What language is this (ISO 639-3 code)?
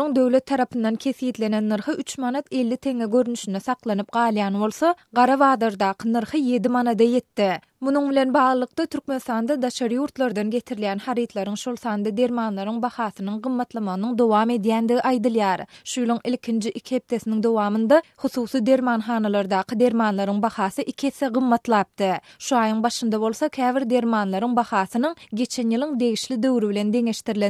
tuk